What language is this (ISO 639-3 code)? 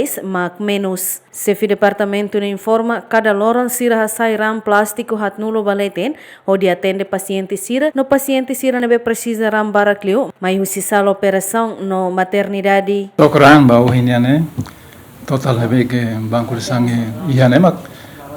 tet